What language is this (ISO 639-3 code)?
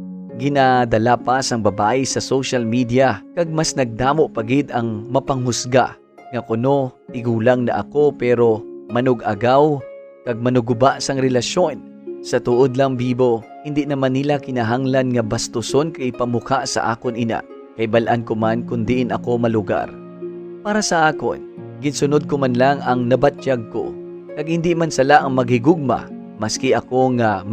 hil